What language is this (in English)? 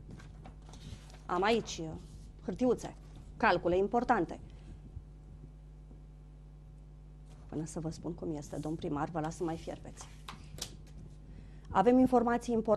Romanian